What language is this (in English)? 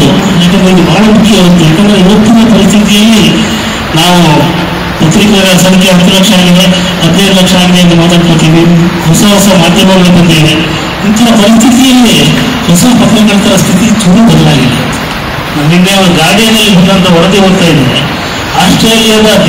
Kannada